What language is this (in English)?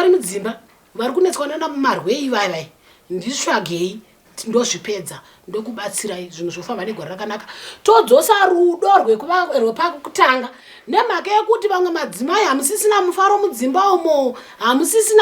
Shona